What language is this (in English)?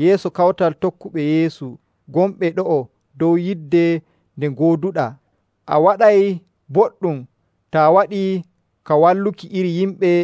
Nigerian Fulfulde